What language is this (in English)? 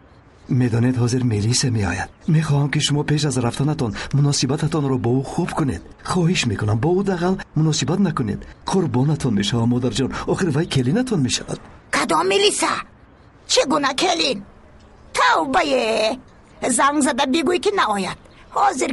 Tajik